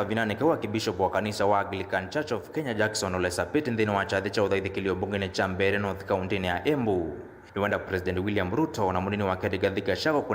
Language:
Kamba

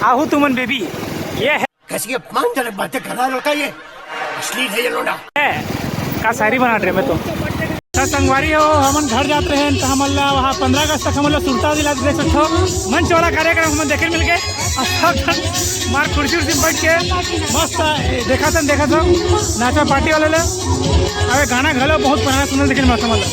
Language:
Chhattisgarhi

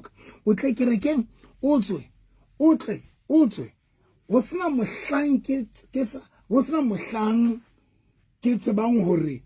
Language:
Southern Sotho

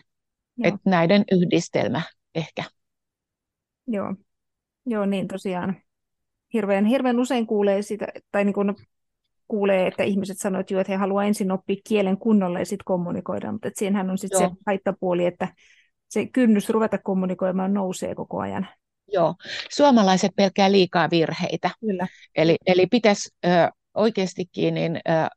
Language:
Finnish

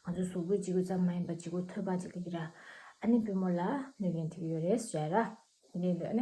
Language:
Tibetan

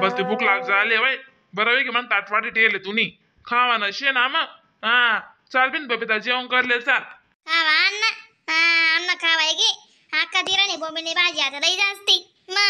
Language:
Khandesi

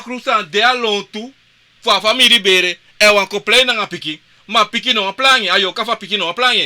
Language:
Sranan Tongo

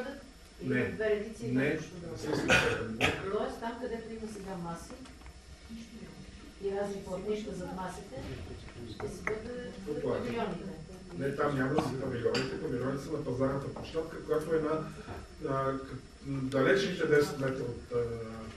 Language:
Bulgarian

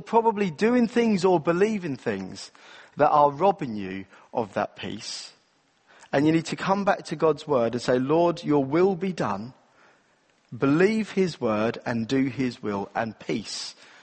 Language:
English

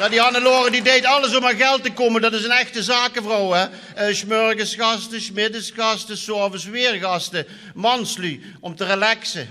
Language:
Limburgish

